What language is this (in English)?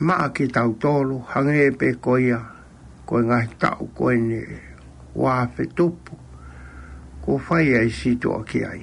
Tongan